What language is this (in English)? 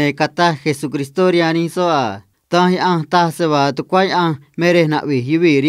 Copala Triqui